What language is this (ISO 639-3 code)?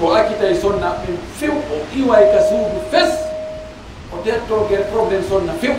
ful